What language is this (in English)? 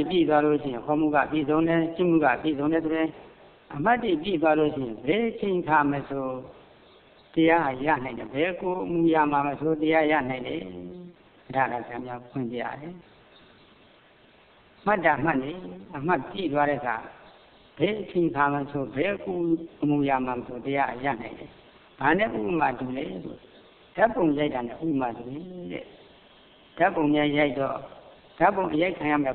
Burmese